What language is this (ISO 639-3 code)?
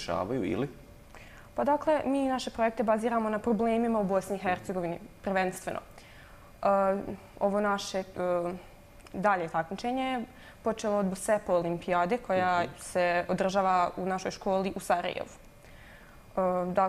bos